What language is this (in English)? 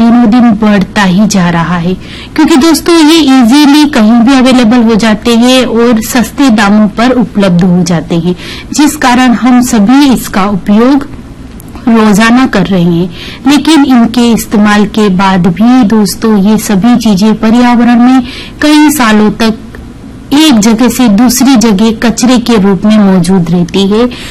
Hindi